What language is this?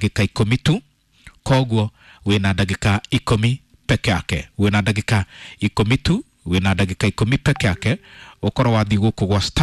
Kikuyu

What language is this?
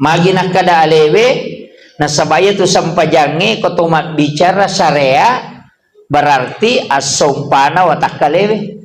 Buginese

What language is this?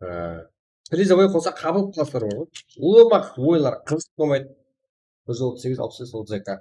Kara-Kalpak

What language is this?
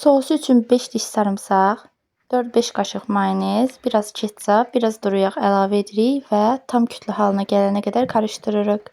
Azerbaijani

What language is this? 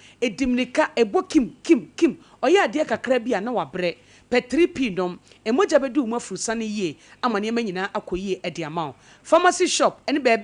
Akan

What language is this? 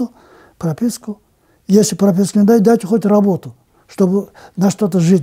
Crimean Tatar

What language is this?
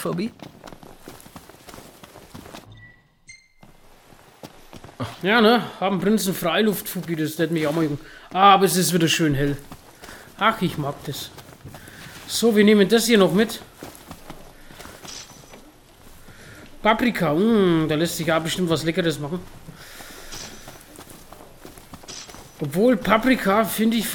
German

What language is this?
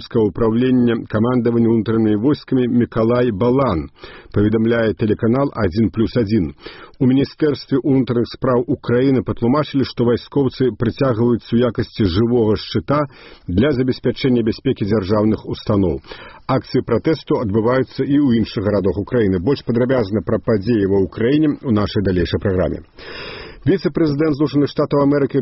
Belarusian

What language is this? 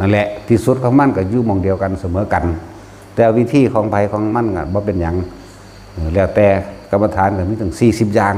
Lao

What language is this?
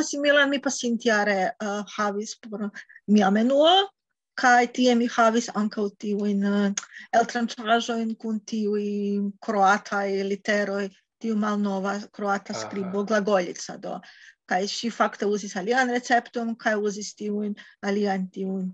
Esperanto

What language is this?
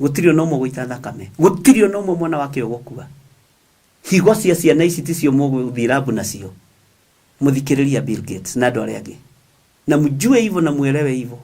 Kikuyu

